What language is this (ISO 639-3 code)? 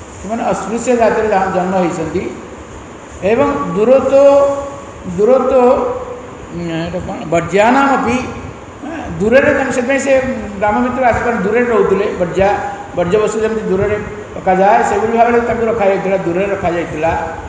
ori